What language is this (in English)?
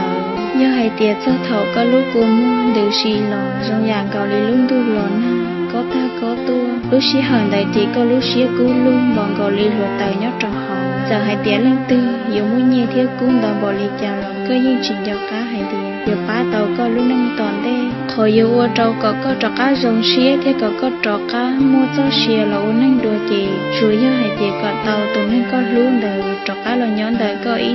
Hmong